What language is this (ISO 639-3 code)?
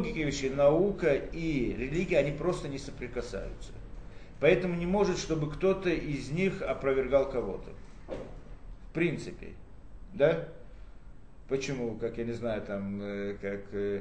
rus